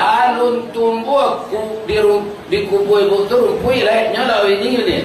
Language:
Minangkabau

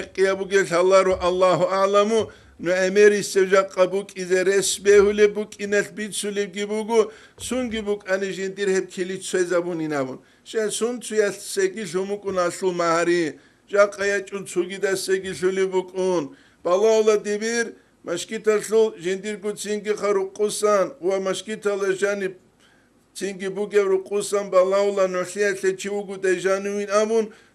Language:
Avaric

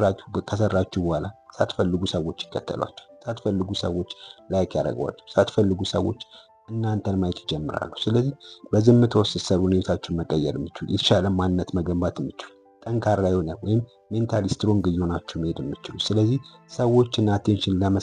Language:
Amharic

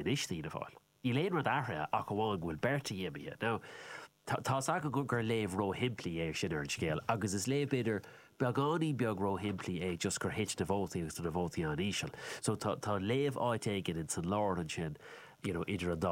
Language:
Irish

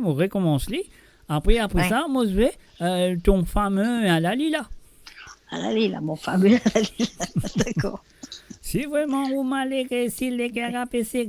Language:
Morisyen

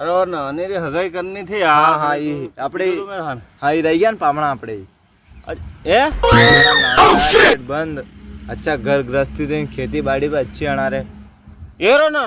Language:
Rajasthani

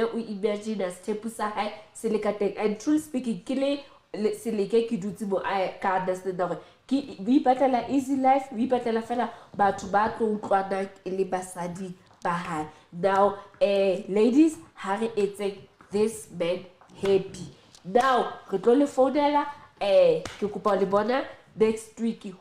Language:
Southern Sotho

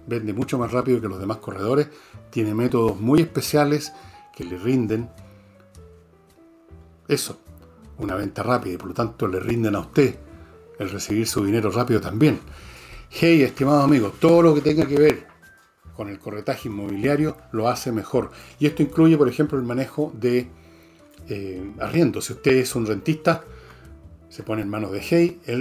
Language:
Spanish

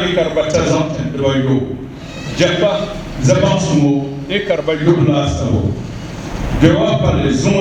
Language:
Dagbani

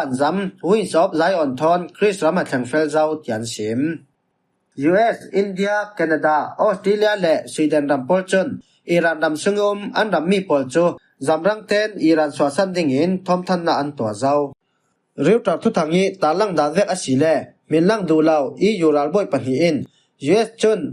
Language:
Falam Chin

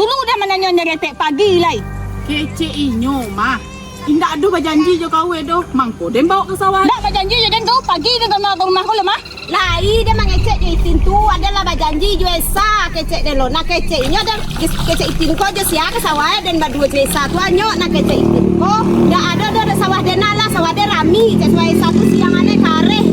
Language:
Minangkabau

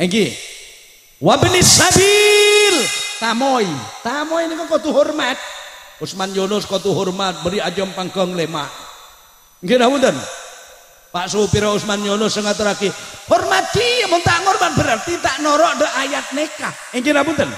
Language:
Madurese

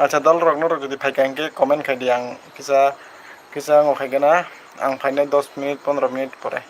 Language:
Kok Borok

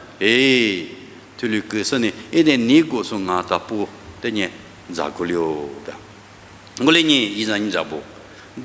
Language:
Lisu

